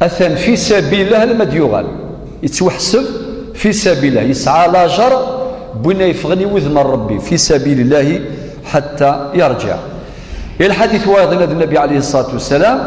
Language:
Kabyle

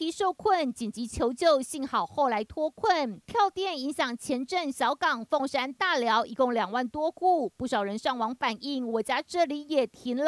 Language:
Chinese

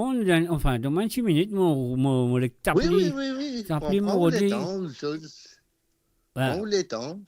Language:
Morisyen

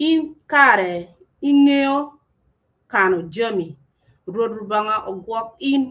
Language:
Acoli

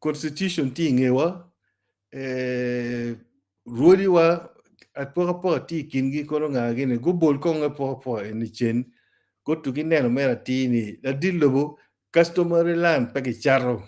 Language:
Acoli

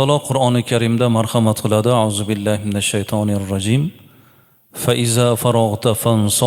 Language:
Uzbek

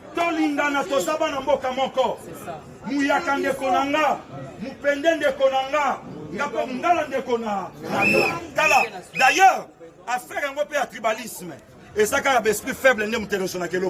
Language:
Lingala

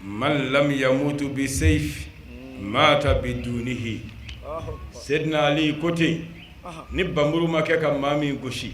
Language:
Bambara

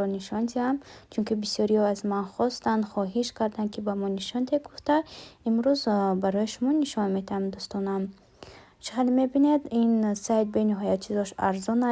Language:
Tajik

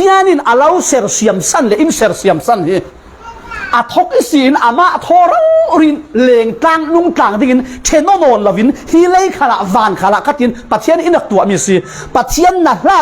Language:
Falam Chin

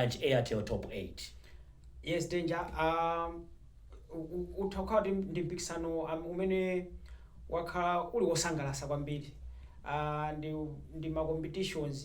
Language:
Nyanja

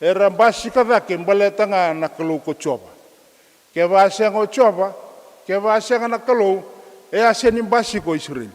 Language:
Fijian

